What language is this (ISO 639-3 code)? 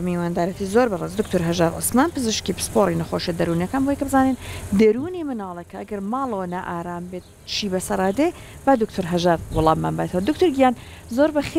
ckb